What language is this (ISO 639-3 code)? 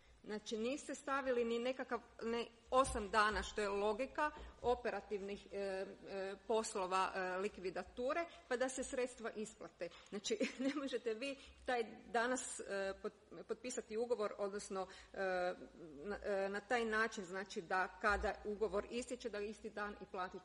hrv